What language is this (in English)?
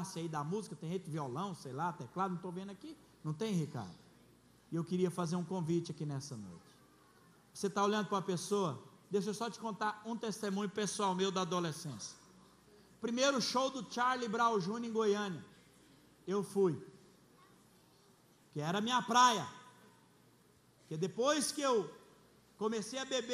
Portuguese